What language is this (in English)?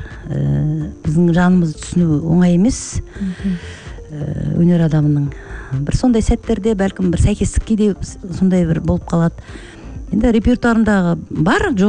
Kazakh